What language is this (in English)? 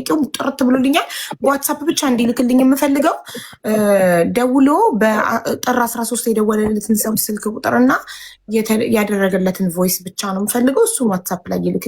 Amharic